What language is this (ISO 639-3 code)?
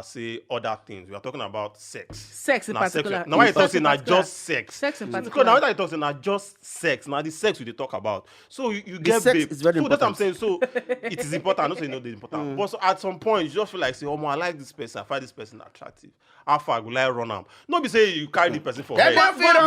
pcm